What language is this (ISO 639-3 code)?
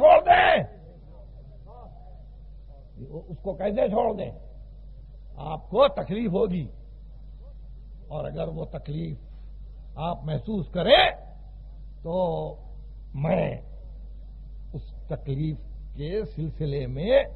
urd